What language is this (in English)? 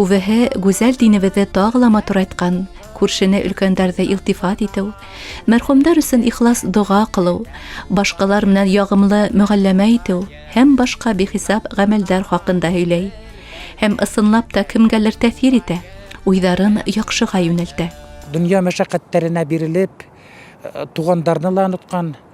Bashkir